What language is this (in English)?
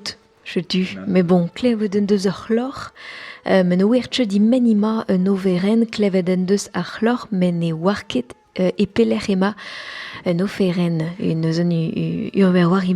Breton